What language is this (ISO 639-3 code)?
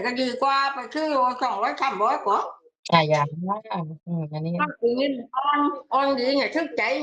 tts